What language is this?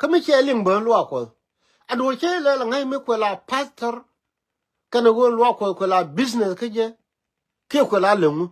Nuer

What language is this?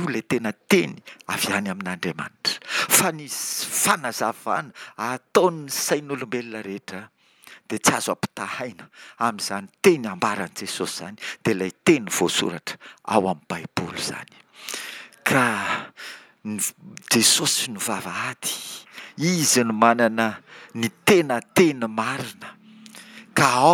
Malagasy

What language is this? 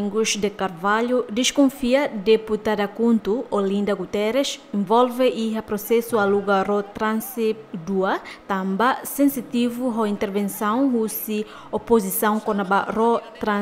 Tetum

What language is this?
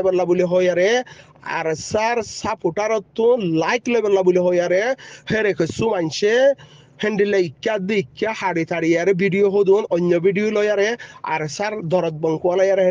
Rohingya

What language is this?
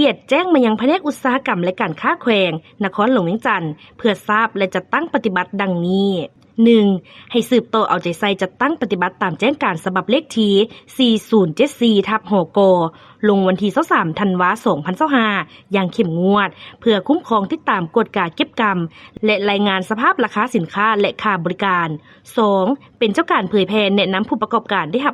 Lao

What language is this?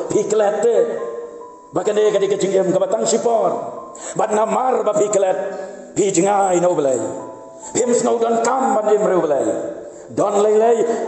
Khasi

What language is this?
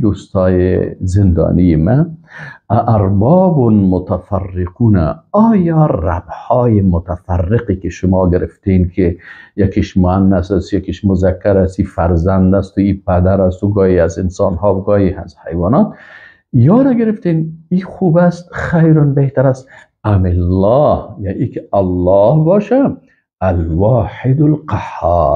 Persian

